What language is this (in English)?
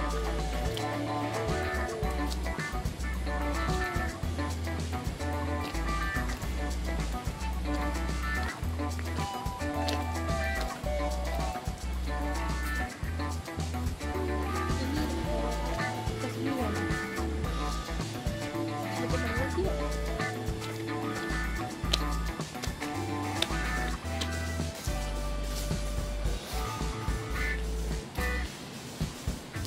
Indonesian